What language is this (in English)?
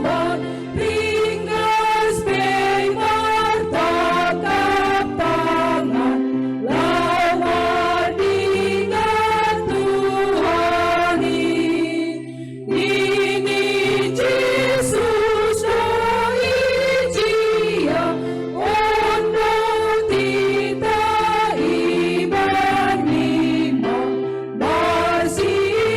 Batak Simalungun